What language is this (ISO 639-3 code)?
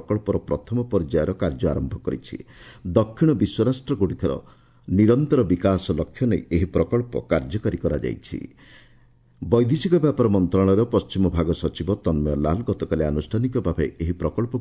ori